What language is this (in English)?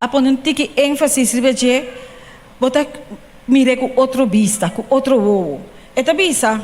Papiamento